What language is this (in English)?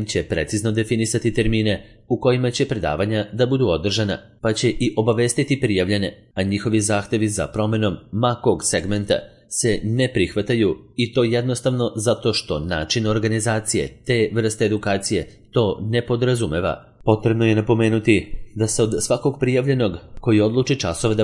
Serbian